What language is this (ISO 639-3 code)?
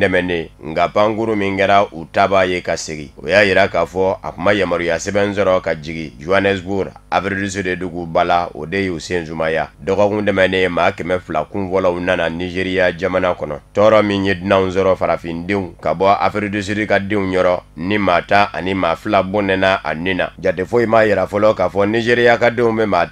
bam